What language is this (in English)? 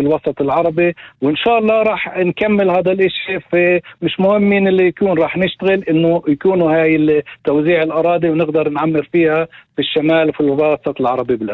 North Levantine Arabic